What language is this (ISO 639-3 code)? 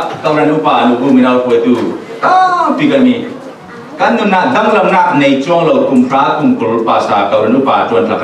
cfm